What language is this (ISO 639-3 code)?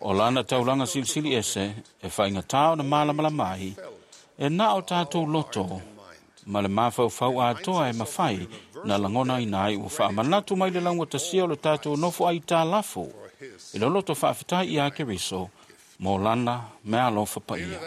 smo